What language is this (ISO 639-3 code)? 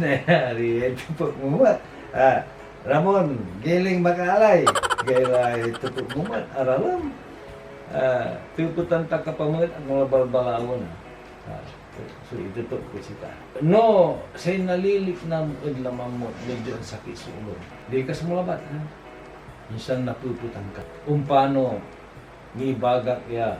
pag